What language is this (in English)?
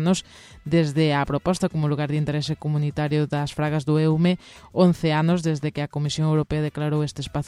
Galician